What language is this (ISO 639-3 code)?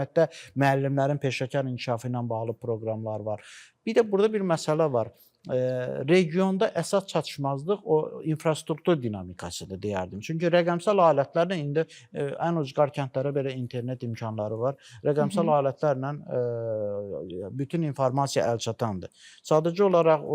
aze